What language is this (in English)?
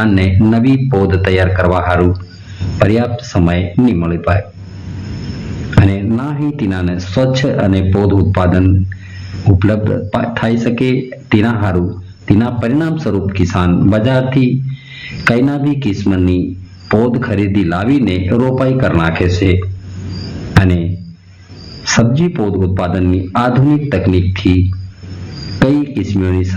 Gujarati